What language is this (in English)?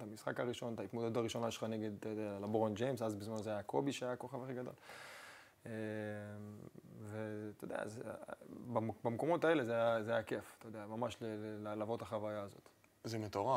Hebrew